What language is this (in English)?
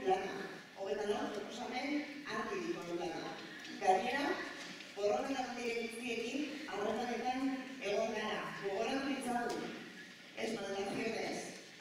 Basque